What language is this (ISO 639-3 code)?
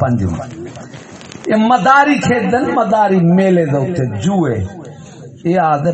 skr